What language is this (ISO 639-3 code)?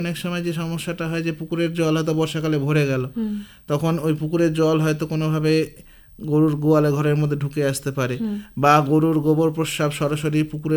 ben